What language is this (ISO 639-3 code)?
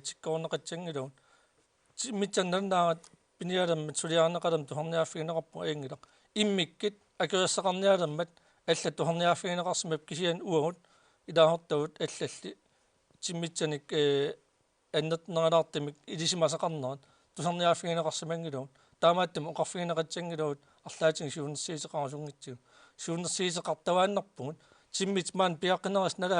kal